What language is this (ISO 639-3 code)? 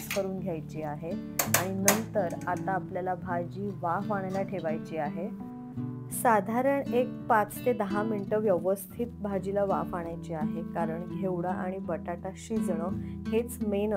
mar